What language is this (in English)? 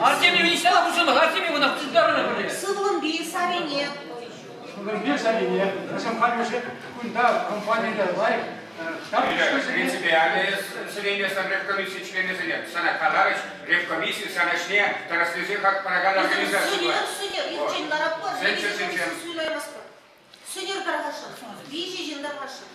Chuvash